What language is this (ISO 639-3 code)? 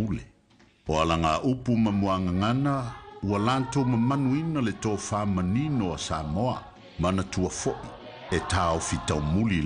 smo